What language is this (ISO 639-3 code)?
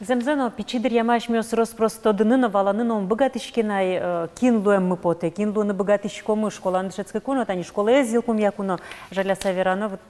udm